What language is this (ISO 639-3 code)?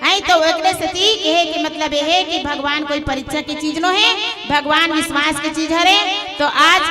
hne